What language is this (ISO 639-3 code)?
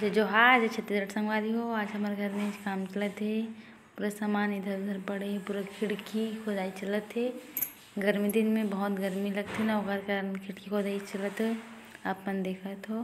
hne